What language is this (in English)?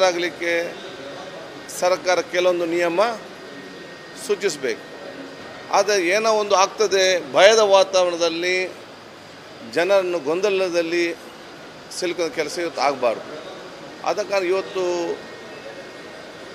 Kannada